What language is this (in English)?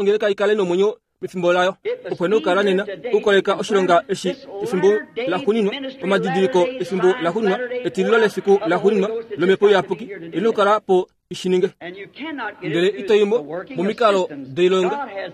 Kuanyama